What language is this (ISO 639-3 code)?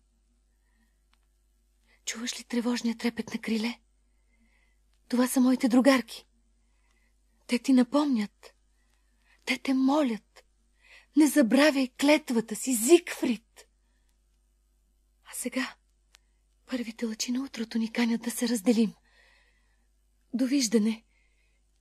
bul